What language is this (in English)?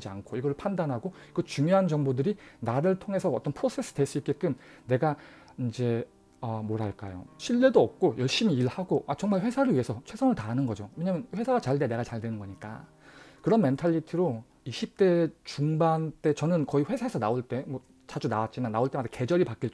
Korean